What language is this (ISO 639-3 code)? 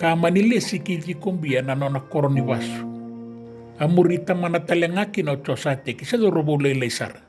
fij